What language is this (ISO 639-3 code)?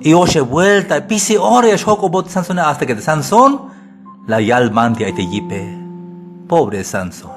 tzh